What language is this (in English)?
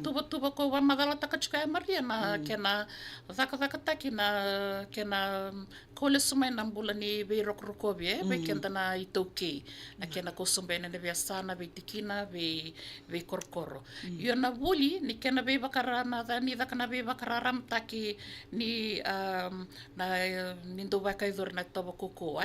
Fijian